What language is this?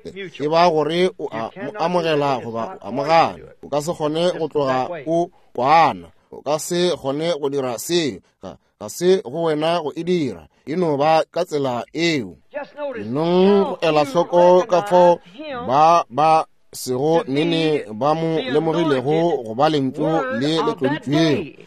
Northern Sotho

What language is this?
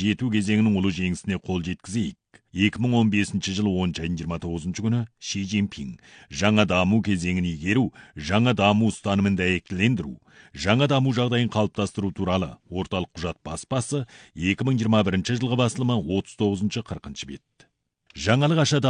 Kazakh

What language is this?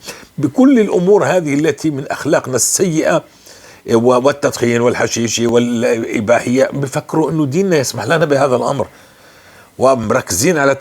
North Levantine Arabic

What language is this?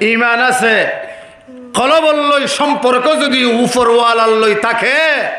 Rohingya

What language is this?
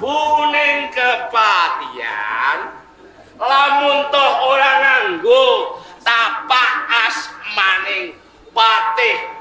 Javanese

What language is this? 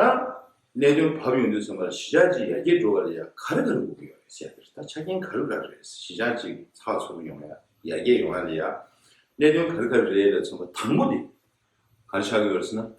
Tibetan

